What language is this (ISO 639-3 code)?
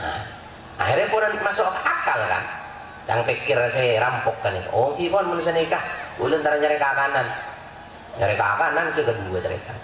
mad